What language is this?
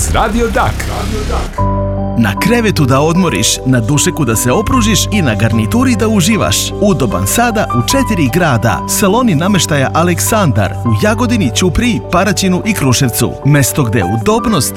Serbian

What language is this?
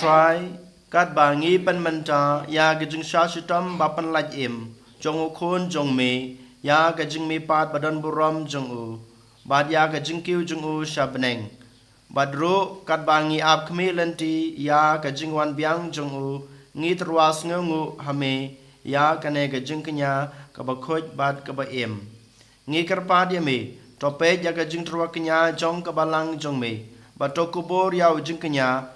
Khasi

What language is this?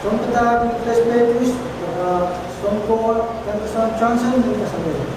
Pohnpeian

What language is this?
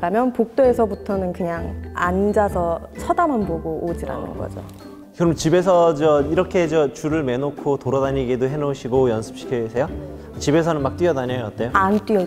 Korean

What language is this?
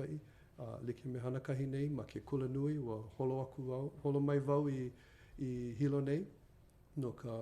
Hawaiian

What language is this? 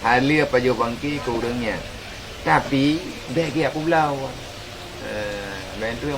Achinese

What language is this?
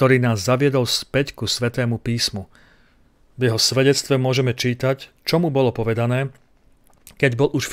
Slovak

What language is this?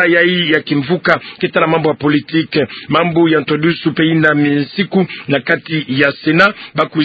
Kituba (Democratic Republic of Congo)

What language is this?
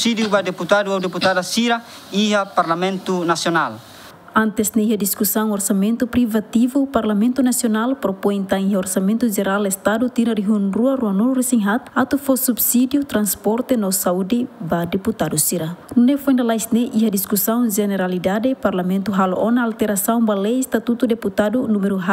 Tetum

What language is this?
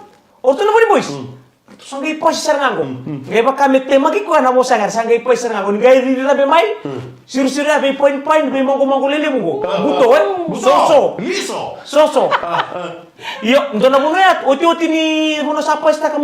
Fijian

